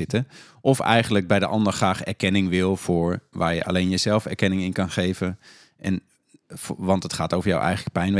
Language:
Dutch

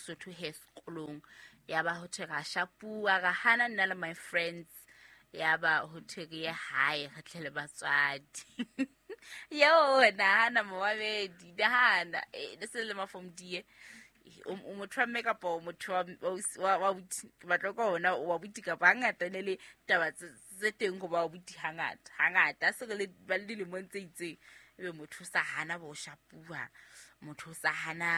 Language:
Southern Sotho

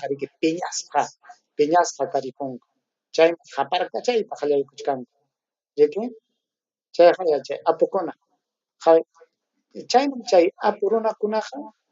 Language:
Ayacucho Quechua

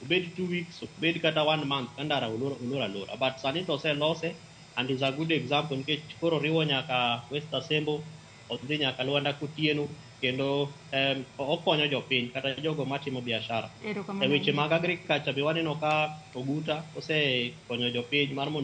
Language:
Luo (Kenya and Tanzania)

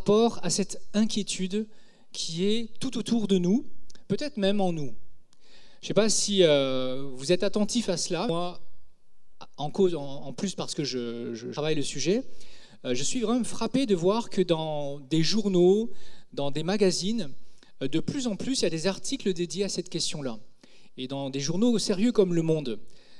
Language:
French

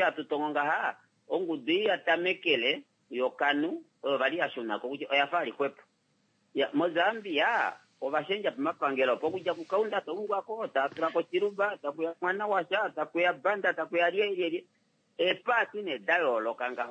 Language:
Kuanyama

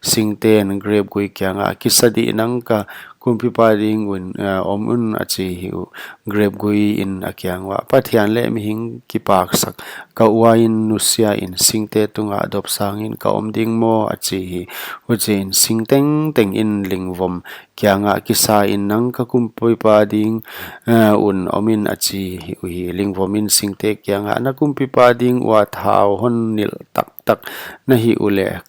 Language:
Paite Chin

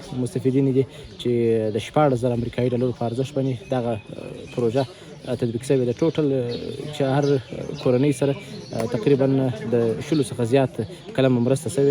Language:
Pashto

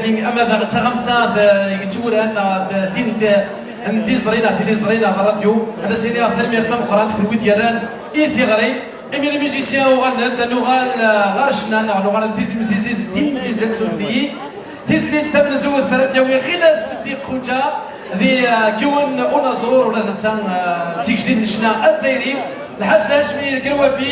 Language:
Kabyle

